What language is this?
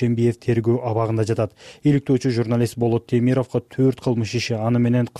Kyrgyz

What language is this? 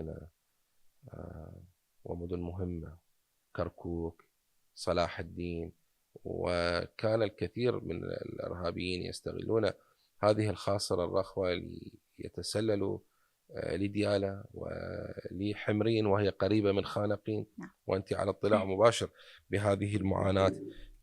Mesopotamian Arabic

